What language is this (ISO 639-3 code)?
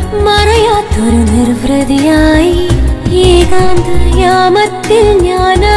mal